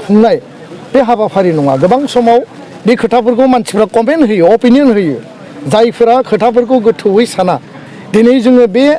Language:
Bodo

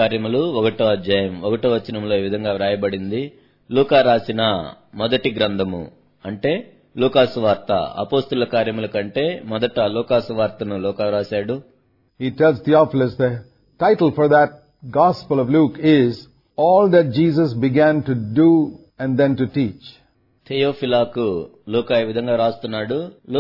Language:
Telugu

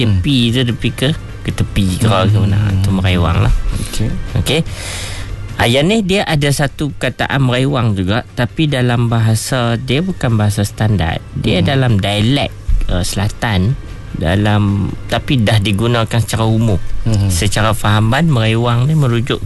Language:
Malay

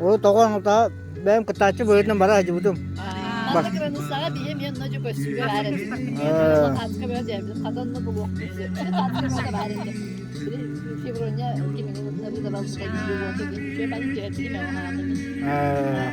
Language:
Yakut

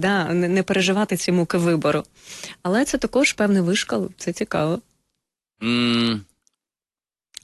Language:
Ukrainian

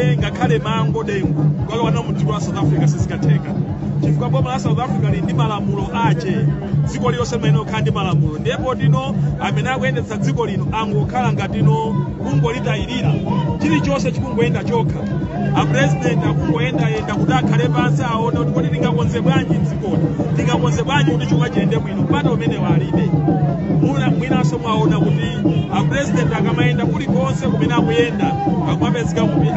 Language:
Nyanja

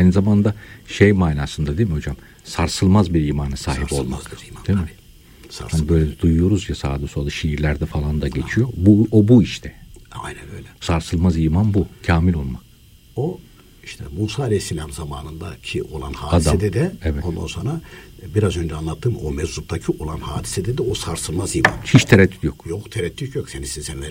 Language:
Turkish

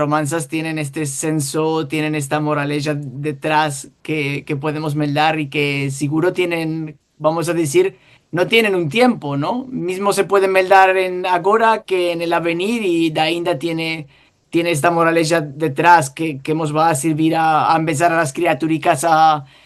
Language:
Ladino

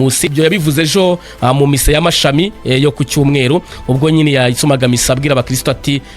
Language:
Kinyarwanda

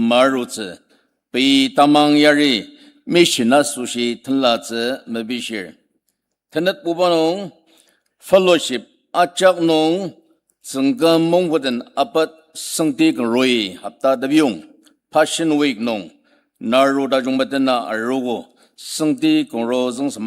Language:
Ao Naga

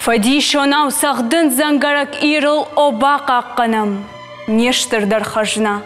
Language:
Ossetic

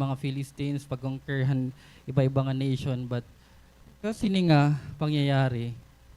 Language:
Waray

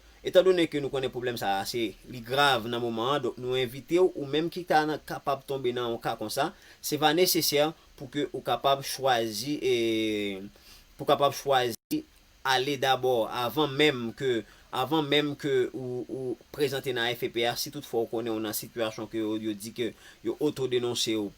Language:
Haitian Creole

